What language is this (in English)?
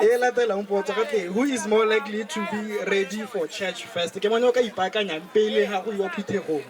Tswana